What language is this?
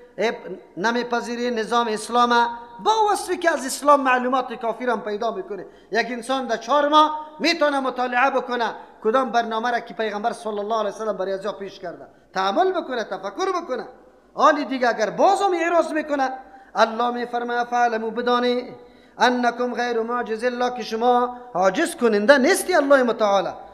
Persian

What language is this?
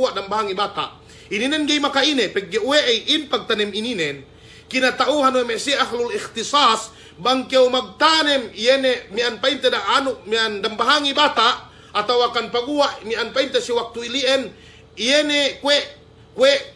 Yakan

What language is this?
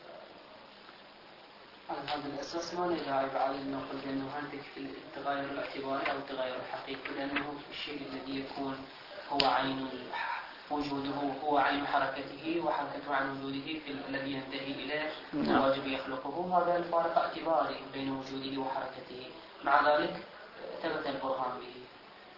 Arabic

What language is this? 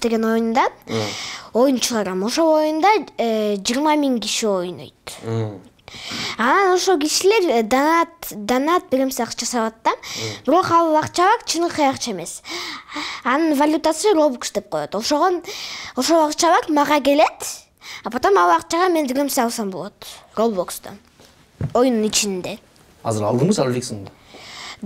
Kyrgyz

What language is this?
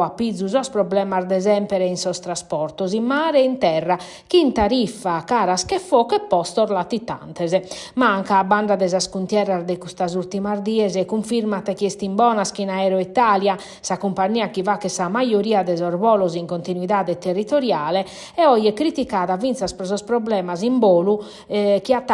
Sardinian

